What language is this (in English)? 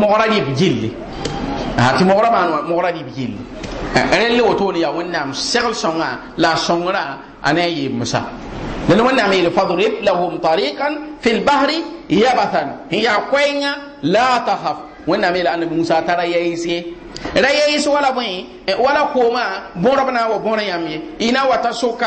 Mossi